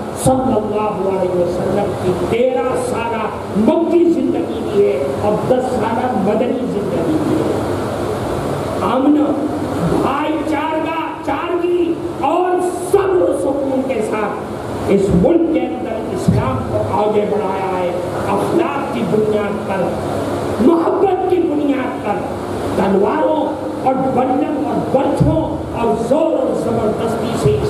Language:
Urdu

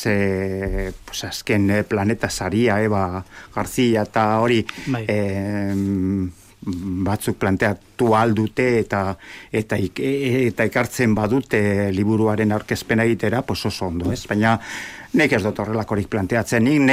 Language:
Basque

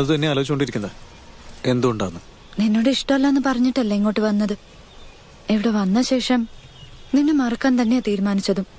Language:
Malayalam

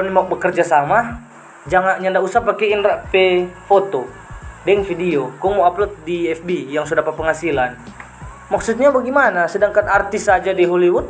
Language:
Manado Malay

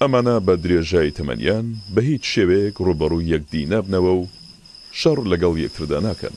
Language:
Central Kurdish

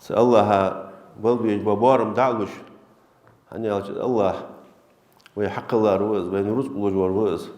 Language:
Ingush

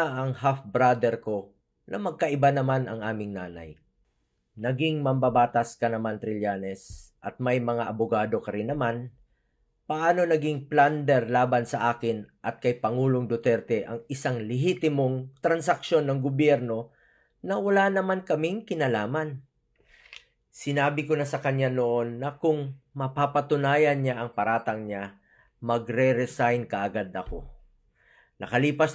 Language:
Filipino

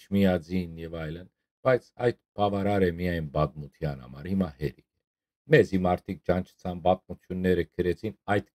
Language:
Western Armenian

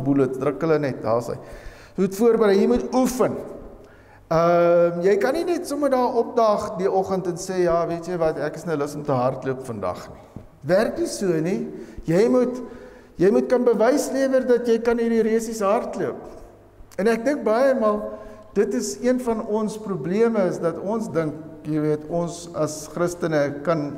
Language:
Afrikaans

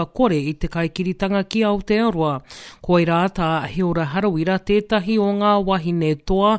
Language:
Māori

